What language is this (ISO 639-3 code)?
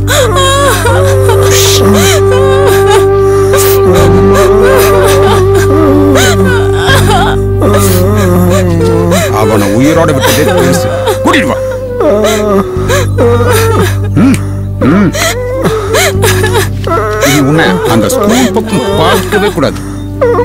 tam